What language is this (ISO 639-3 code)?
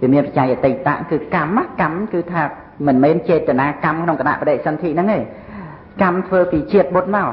khm